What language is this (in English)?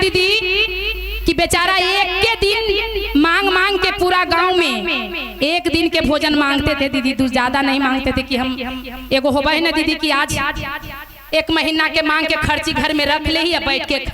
Magahi